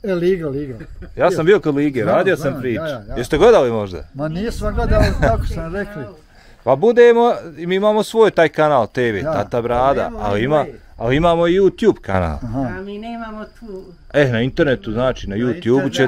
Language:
Bosnian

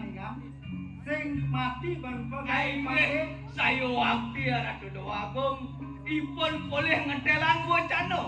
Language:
Balinese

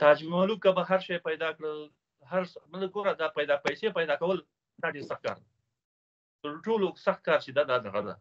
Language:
Pashto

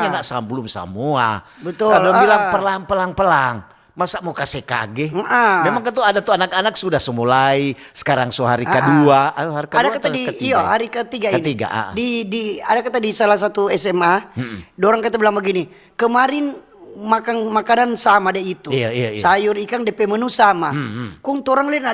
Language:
Manado Malay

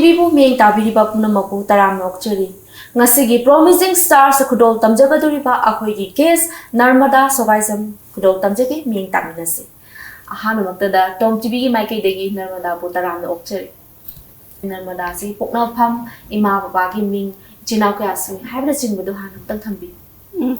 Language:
Manipuri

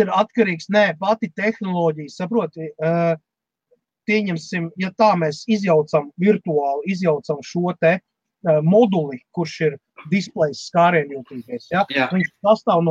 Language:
Latvian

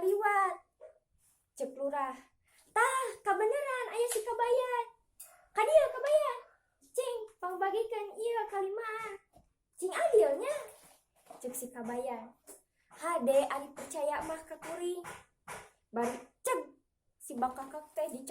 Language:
Sundanese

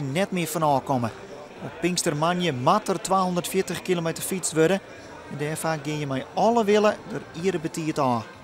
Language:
Western Frisian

